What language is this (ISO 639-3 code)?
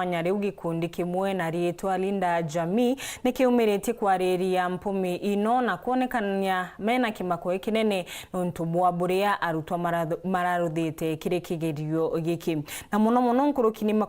mer